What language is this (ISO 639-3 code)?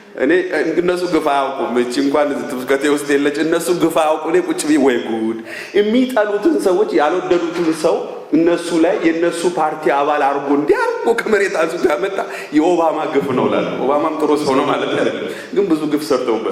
amh